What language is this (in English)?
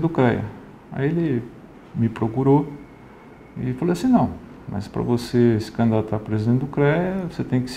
Portuguese